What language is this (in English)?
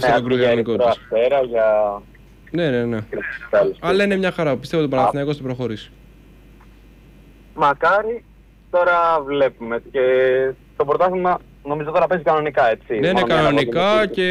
Greek